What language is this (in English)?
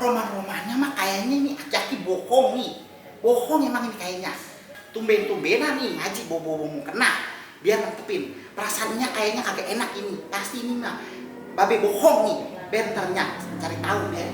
Betawi